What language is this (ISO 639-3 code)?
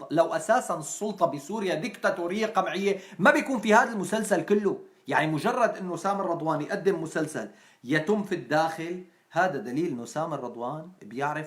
apc